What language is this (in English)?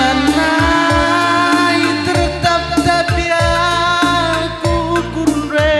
Batak Karo